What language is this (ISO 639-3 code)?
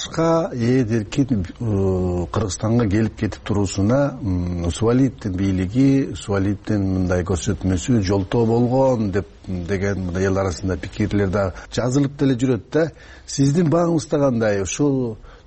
kir